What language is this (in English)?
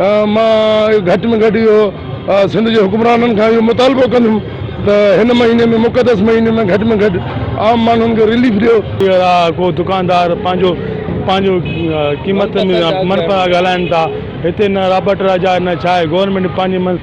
Sindhi